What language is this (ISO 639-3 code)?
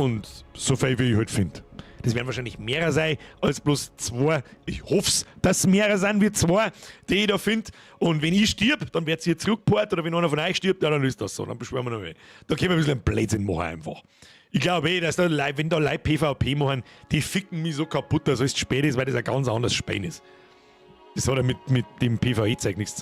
bar